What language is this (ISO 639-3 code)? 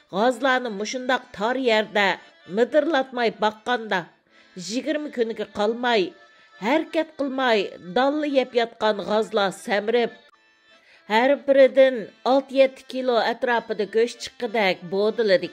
uig